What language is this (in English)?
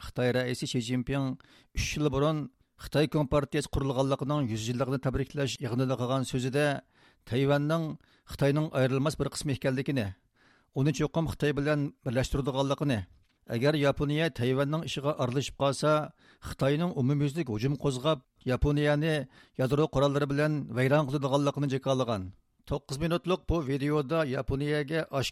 Uyghur